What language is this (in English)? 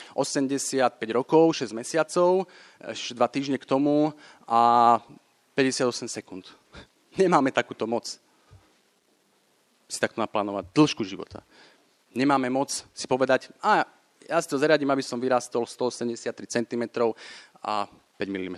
Slovak